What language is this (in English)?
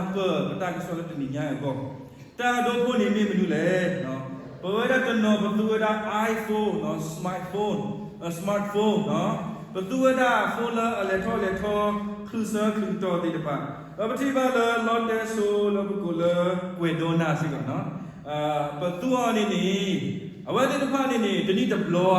S'gaw Karen